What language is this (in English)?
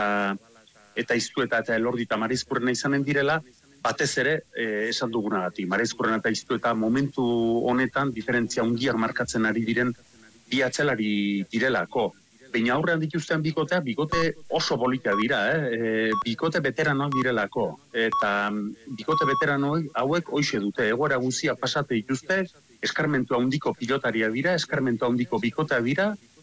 Basque